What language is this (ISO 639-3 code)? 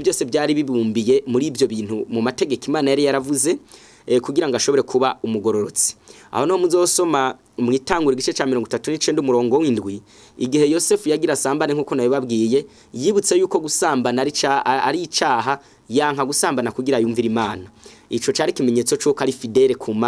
run